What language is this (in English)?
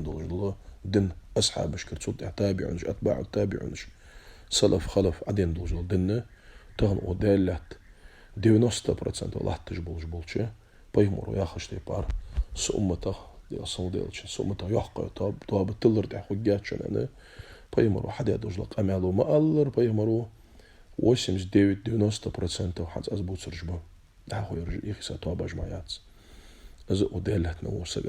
Ingush